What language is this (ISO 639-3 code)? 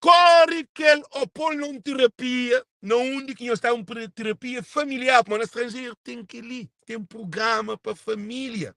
kea